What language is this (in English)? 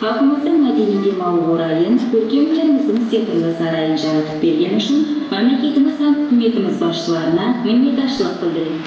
Kara-Kalpak